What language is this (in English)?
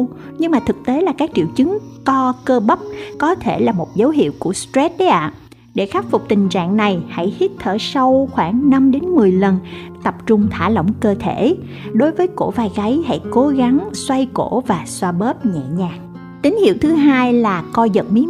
Vietnamese